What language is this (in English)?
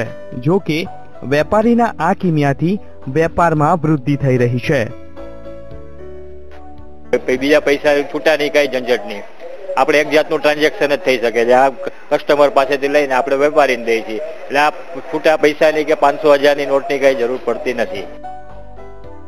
Gujarati